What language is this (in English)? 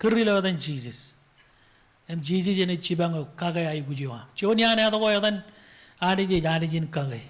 Marshallese